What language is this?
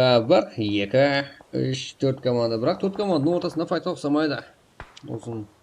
Kara-Kalpak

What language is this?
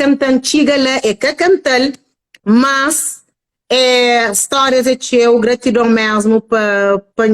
Kabuverdianu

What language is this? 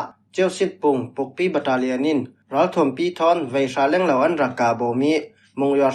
Falam Chin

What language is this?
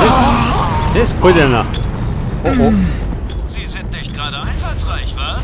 Bavarian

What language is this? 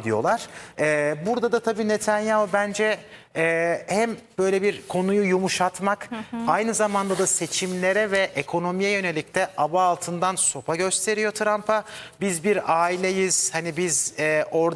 Turkish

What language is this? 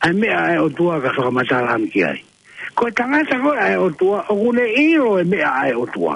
Tongan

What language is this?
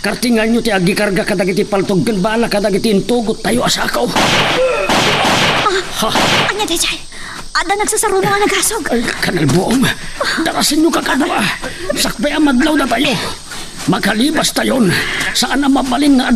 Iloko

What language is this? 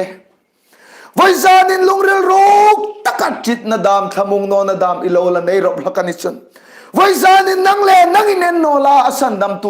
Hmar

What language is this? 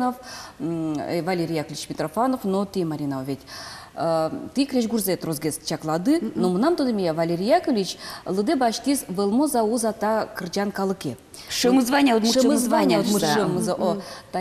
Udmurt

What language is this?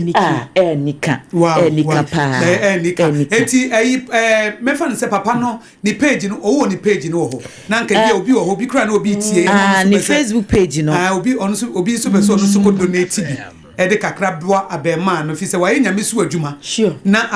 Akan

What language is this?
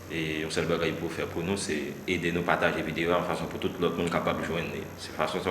Haitian Creole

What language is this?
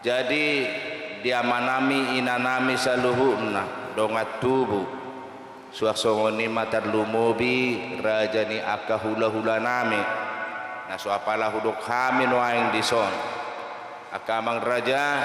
Batak Toba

